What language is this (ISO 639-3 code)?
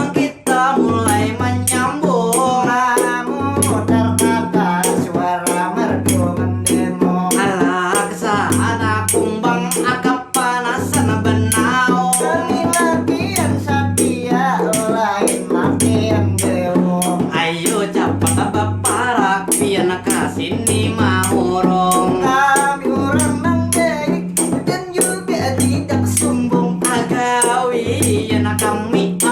bjn